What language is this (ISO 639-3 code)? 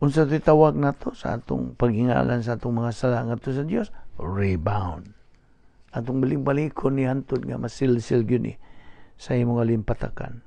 ceb